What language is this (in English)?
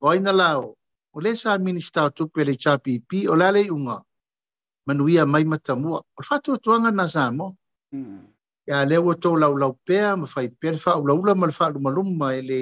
Samoan